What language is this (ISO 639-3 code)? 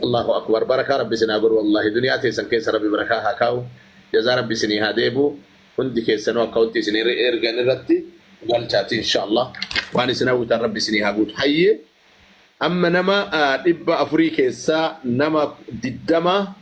orm